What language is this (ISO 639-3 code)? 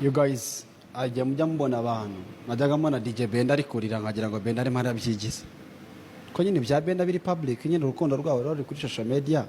kin